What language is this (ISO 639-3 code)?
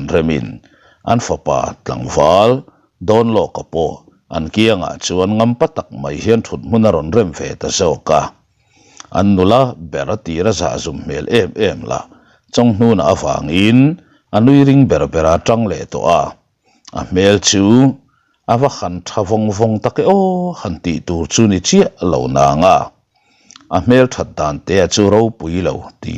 lus